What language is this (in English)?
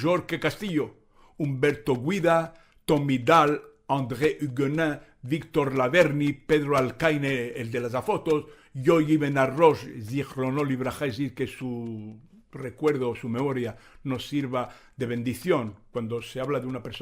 Ladino